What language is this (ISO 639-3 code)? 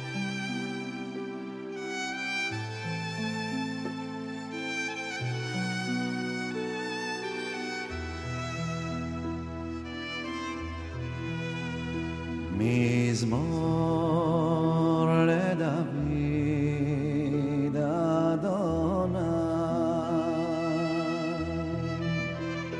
heb